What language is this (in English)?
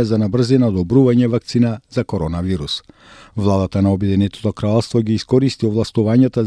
Macedonian